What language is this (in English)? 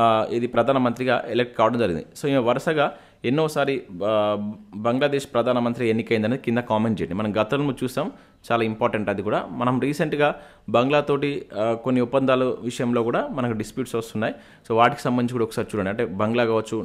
Telugu